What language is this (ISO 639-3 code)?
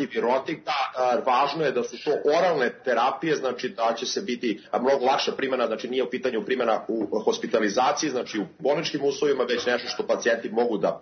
srp